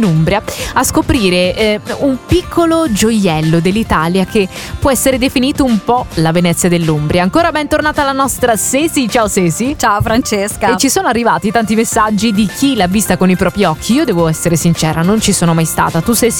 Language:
Italian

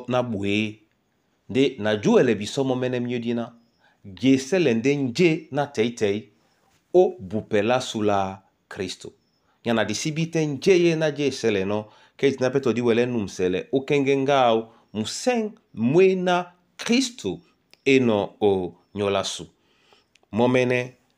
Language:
Duala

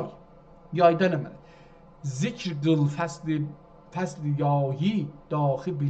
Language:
South Azerbaijani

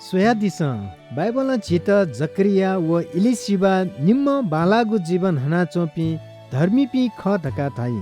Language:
Newari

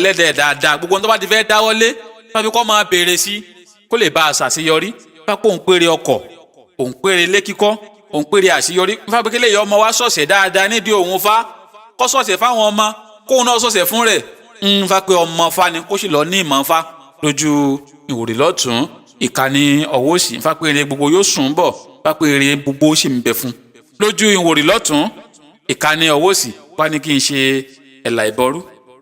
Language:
Yoruba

